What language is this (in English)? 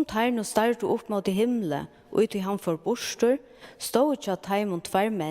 Faroese